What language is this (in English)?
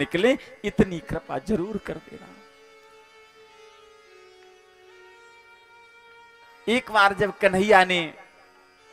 Hindi